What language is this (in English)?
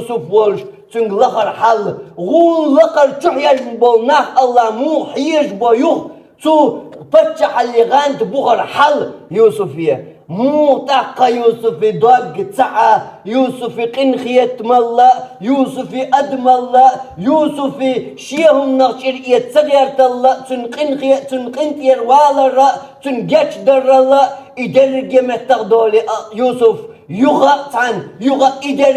Chechen